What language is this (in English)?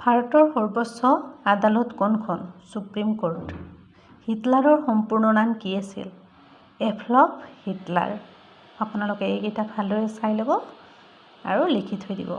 Assamese